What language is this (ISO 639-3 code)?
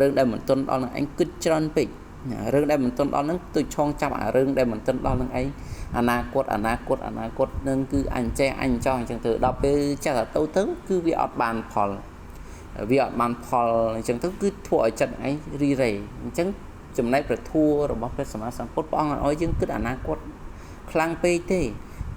khm